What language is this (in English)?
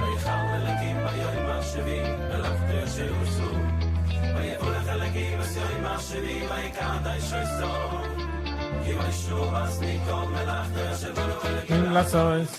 Yiddish